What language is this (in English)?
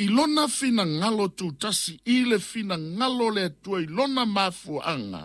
Samoan